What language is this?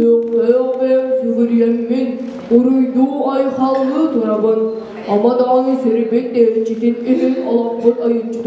Yakut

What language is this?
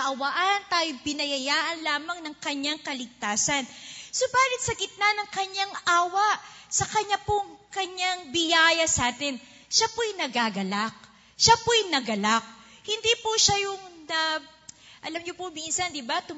Filipino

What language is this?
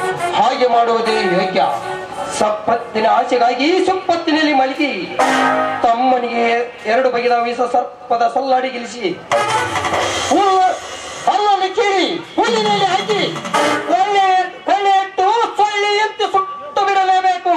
Kannada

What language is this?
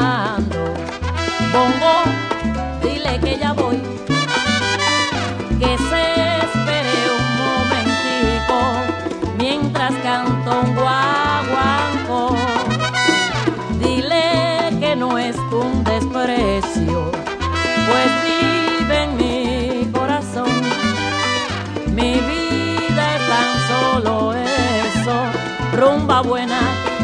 Spanish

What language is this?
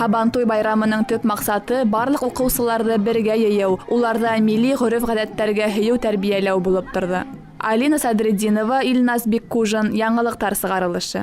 Bashkir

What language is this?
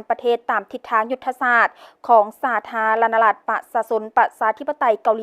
Lao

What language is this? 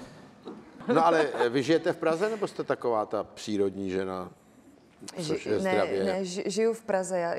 Czech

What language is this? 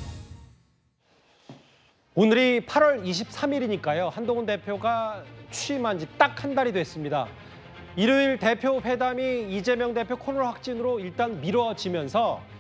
Korean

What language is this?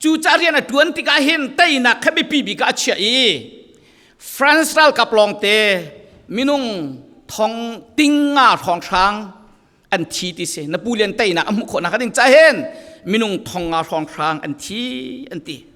Falam Chin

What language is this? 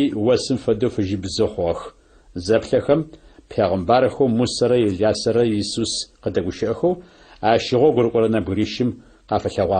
Adyghe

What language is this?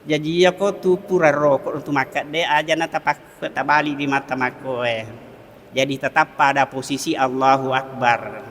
Buginese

